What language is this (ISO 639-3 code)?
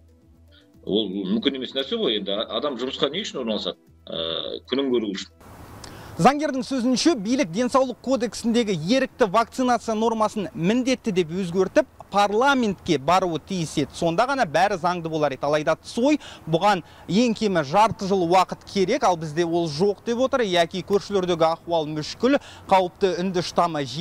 kaz